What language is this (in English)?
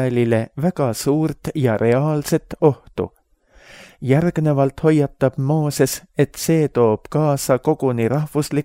Estonian